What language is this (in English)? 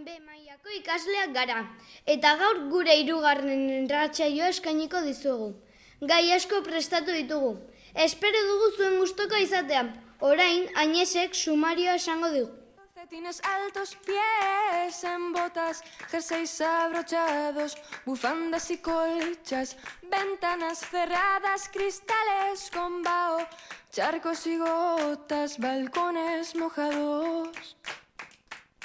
Basque